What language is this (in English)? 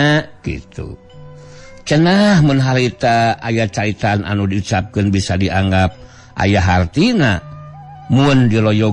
Sundanese